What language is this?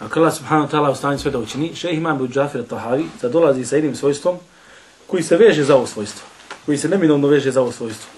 Bosnian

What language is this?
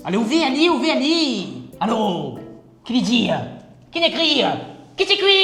Morisyen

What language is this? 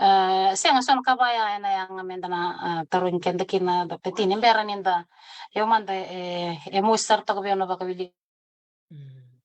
Fijian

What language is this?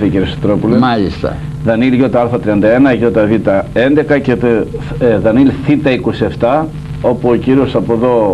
Greek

